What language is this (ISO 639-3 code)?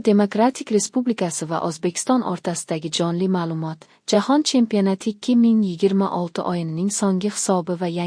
uzb